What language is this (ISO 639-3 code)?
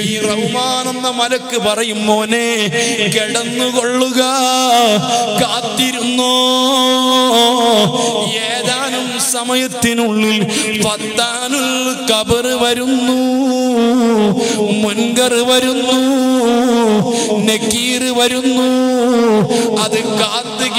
mal